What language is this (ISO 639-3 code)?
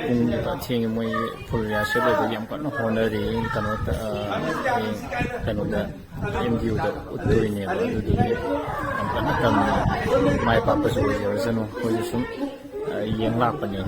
mni